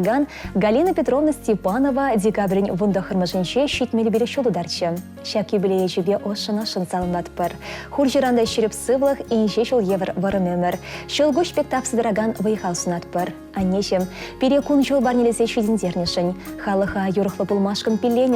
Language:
Chuvash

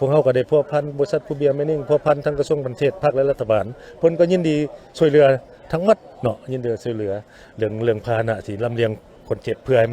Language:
Lao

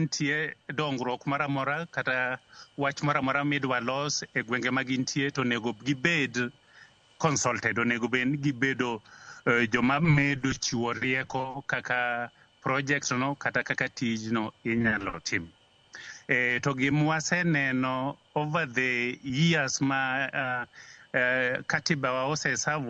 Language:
Luo (Kenya and Tanzania)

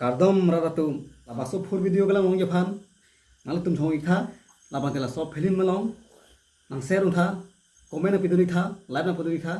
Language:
Karbi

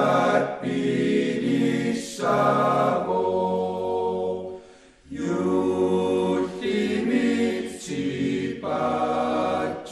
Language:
Kalaallisut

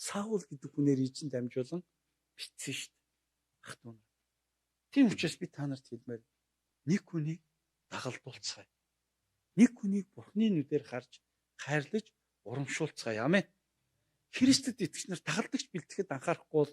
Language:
Mongolian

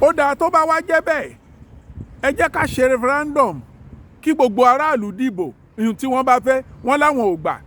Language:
Yoruba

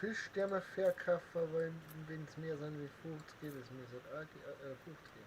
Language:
Bavarian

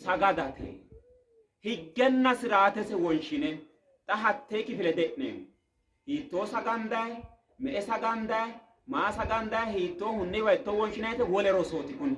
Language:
Sidamo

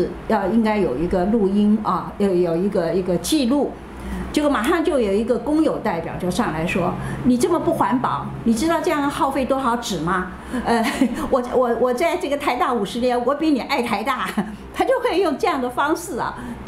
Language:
Chinese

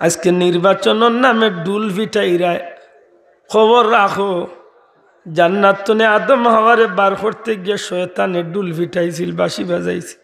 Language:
Sylheti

